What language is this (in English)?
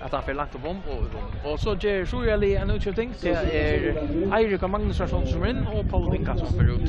Faroese